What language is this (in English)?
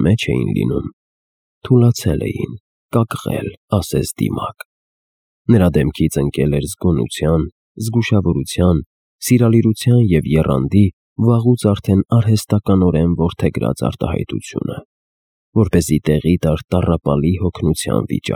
Armenian